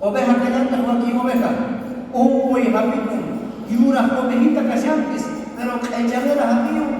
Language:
South Bolivian Quechua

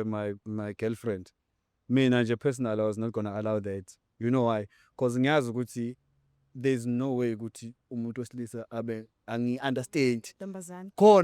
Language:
Zulu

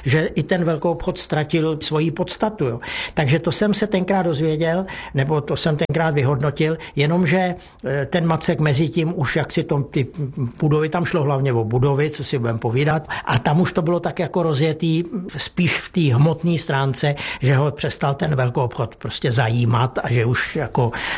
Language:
Czech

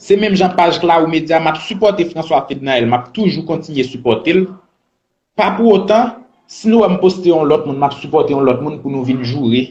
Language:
Haitian Creole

